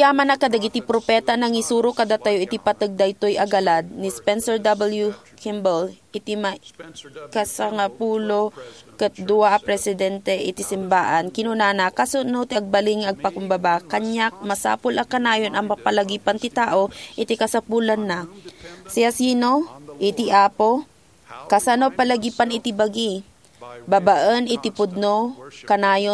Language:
Iloko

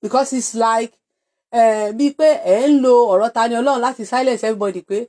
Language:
Yoruba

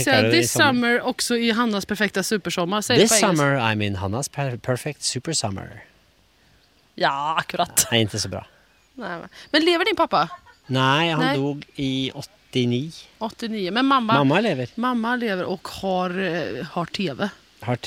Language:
Swedish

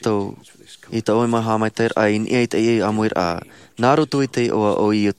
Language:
Tahitian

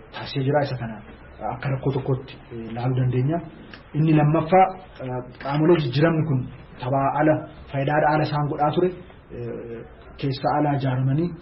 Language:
Oromo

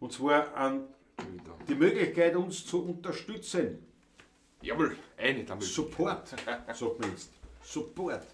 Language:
Bavarian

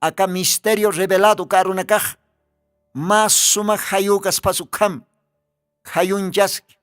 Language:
Aymara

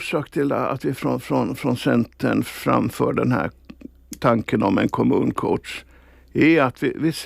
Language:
Swedish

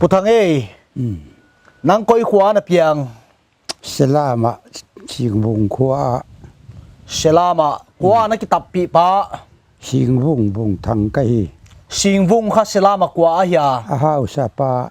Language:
Paite Chin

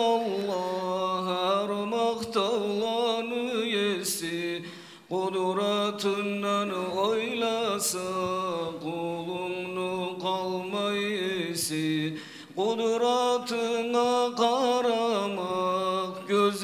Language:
Kumyk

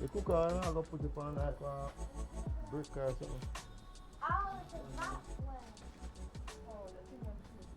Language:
Jamaican Creole English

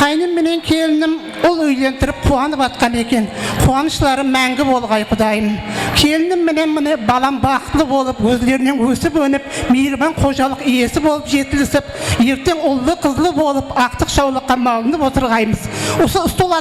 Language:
Kara-Kalpak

